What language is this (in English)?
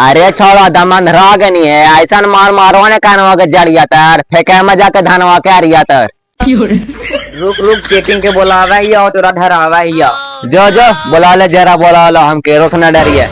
Magahi